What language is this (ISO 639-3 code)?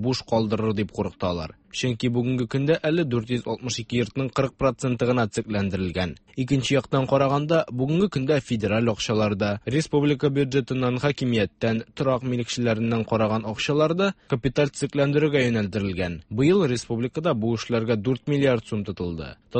tat